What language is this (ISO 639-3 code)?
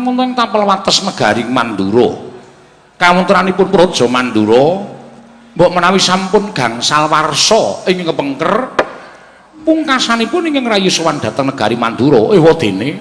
jav